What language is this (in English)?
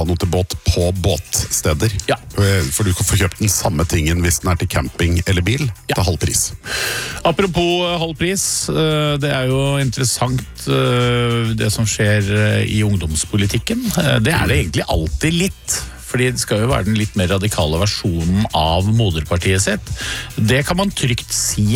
Norwegian